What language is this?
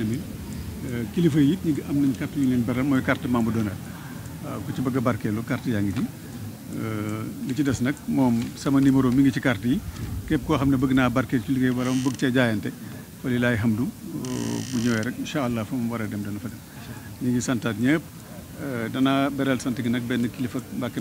Wolof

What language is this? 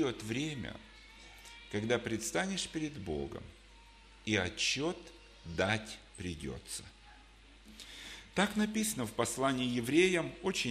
Russian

